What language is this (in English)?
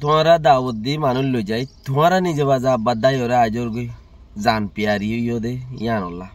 Rohingya